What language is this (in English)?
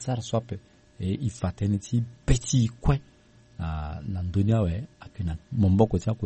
Sango